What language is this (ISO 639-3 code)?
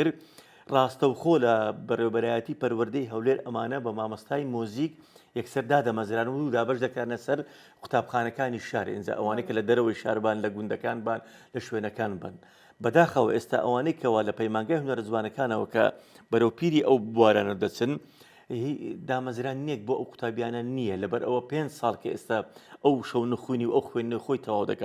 ckb